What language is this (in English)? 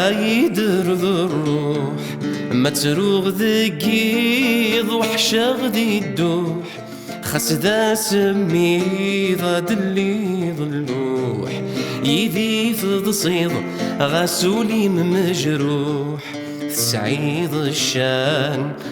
Kabyle